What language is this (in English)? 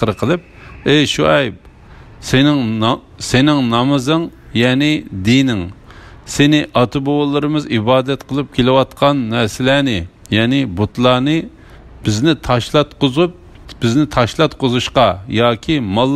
Uyghur